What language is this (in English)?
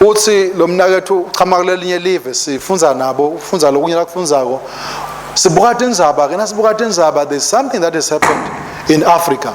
Swati